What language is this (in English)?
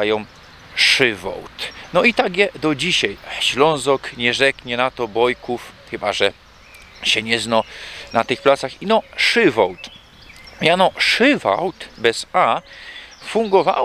Silesian